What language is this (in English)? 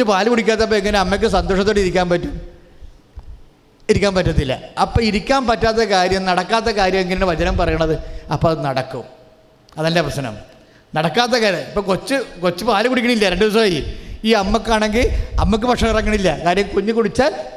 Malayalam